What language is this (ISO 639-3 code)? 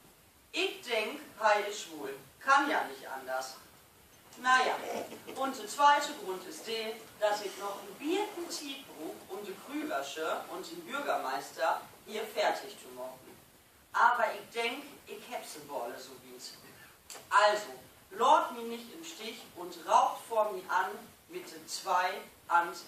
nds